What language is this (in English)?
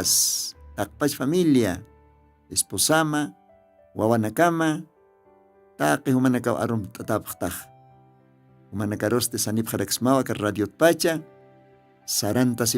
Aymara